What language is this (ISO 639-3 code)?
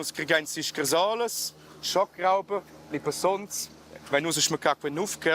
roh